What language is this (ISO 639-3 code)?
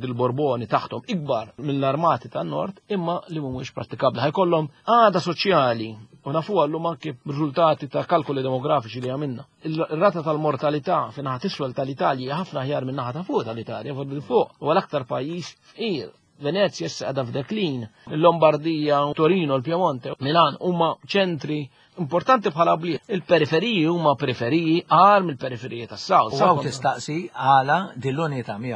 mlt